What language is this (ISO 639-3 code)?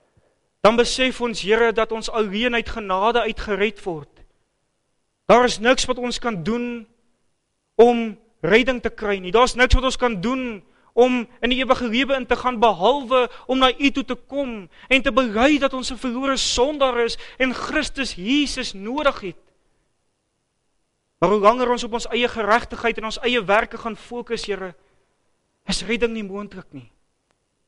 afr